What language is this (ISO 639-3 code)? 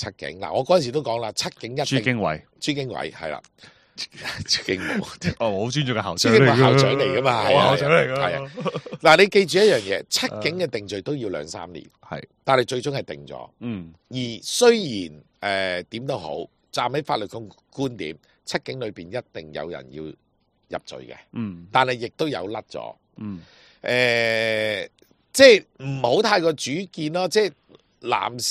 yue